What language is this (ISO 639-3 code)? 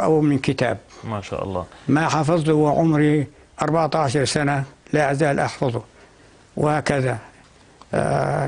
apc